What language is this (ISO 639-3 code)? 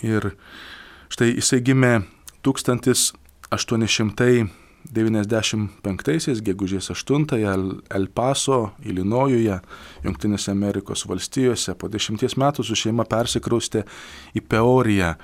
lit